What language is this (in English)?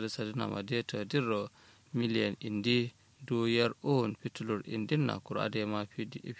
Kanuri